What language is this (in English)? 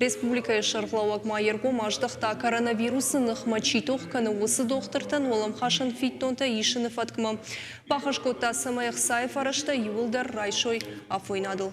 Ossetic